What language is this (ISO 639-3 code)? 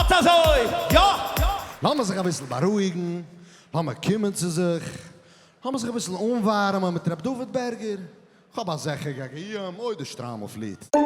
yid